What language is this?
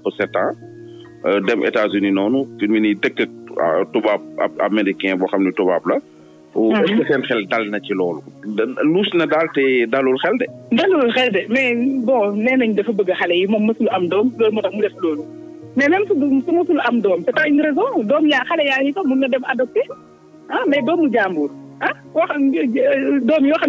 Wolof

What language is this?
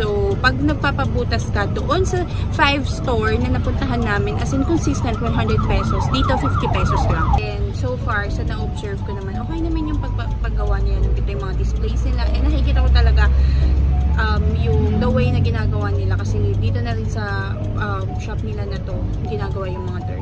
Filipino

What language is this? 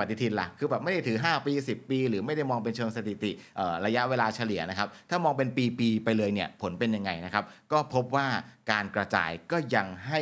Thai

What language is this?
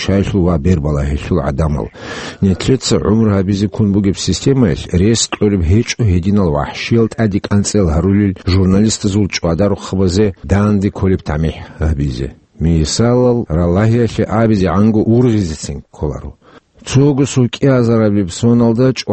Avaric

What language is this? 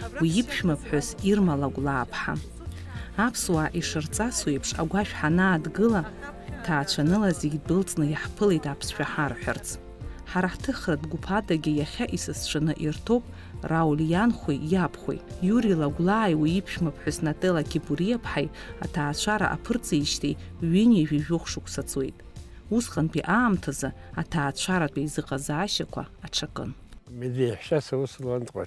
Abkhazian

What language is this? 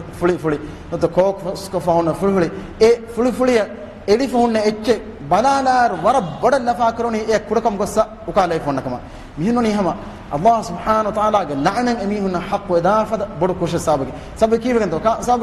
Divehi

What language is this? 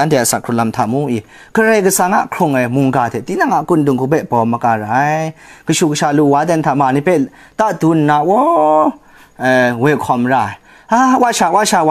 Kachin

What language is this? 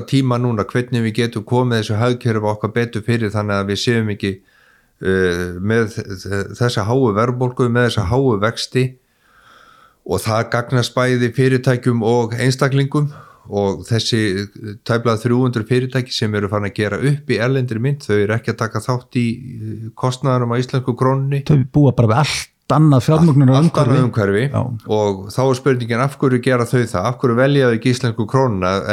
Icelandic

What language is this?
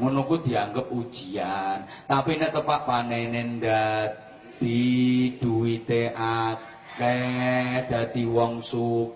Javanese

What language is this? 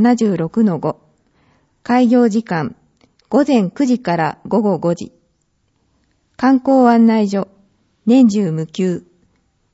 Japanese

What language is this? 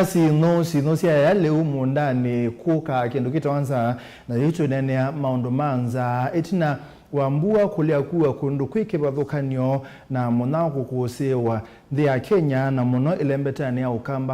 Kamba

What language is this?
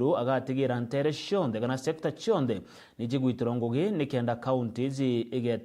Meru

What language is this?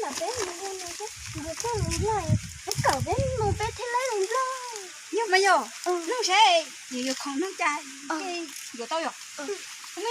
Hmong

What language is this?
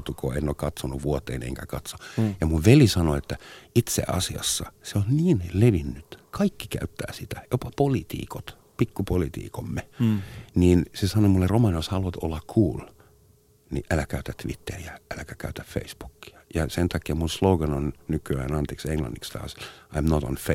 Finnish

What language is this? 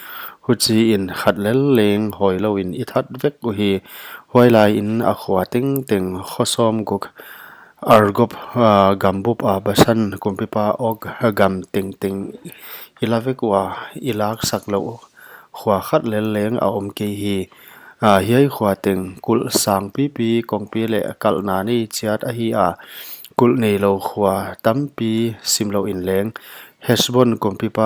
Paite Chin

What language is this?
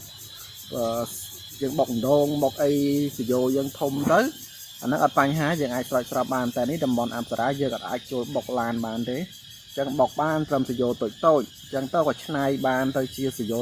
Khmer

